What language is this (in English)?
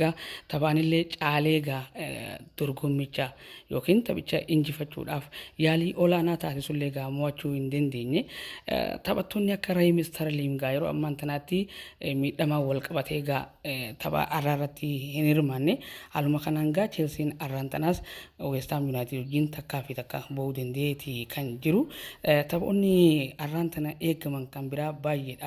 Oromo